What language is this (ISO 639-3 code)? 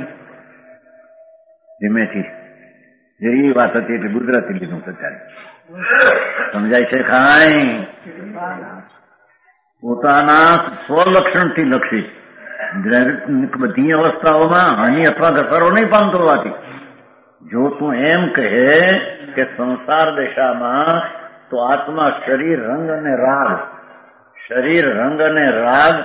guj